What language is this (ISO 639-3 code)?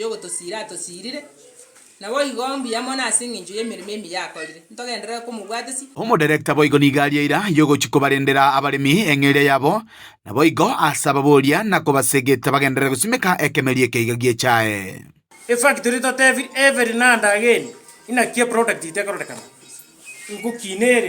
guz